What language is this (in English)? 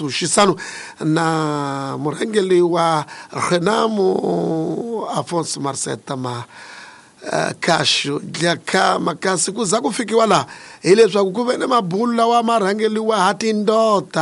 Tsonga